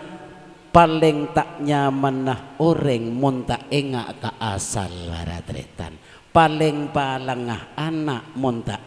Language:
Madurese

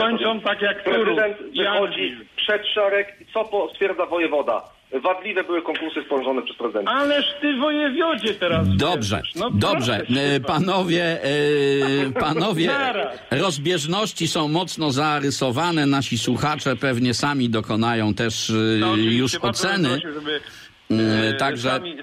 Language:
Polish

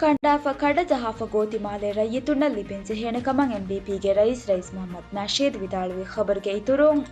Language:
Divehi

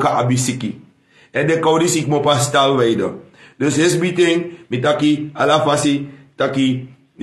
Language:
Sranan Tongo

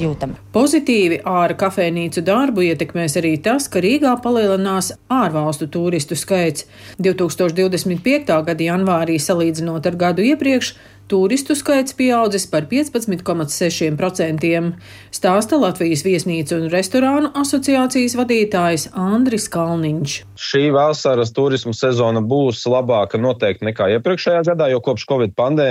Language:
Latvian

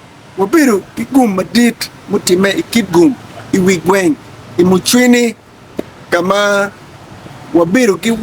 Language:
Acoli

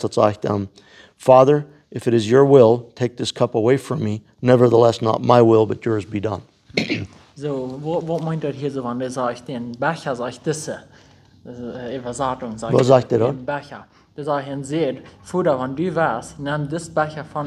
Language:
Plautdietsch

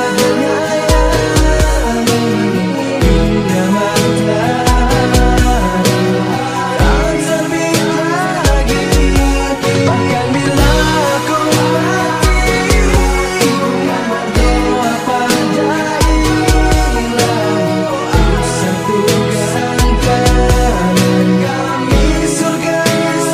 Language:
Indonesian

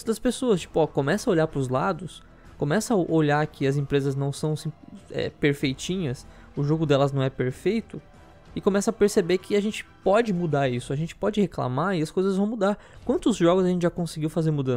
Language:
Portuguese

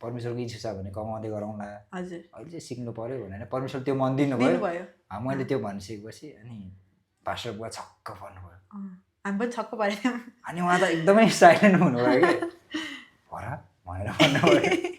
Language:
Nepali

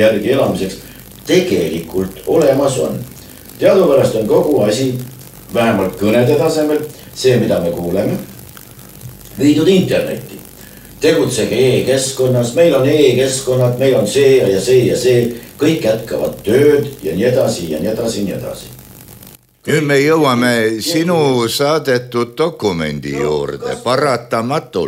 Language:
Estonian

